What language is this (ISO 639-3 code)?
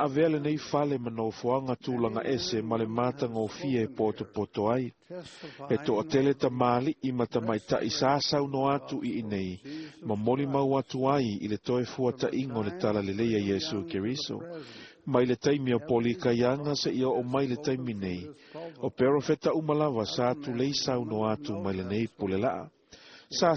smo